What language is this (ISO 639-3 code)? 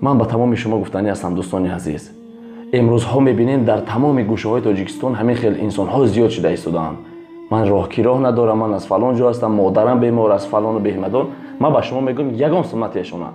tgk